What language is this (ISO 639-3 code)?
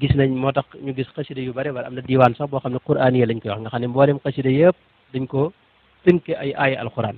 wol